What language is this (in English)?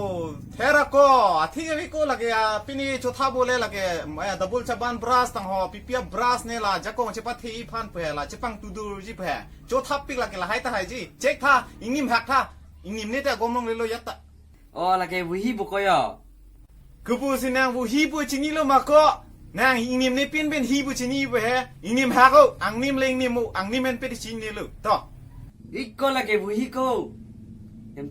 Karbi